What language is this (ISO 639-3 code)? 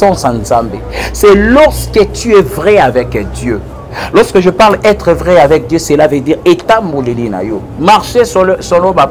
lin